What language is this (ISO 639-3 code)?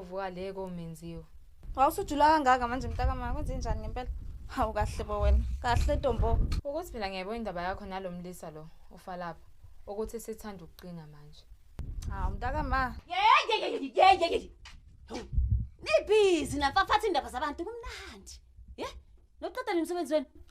zul